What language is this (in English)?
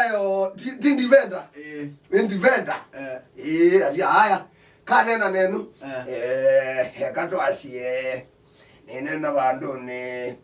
Kamba